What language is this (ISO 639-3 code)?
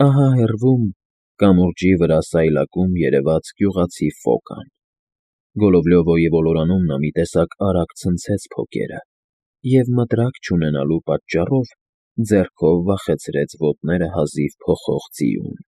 hye